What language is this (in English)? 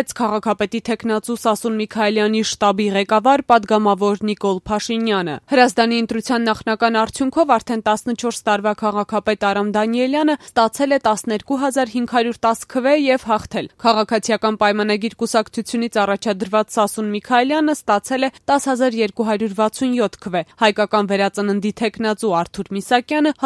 Armenian